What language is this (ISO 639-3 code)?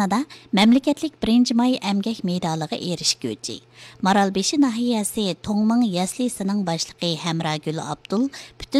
uig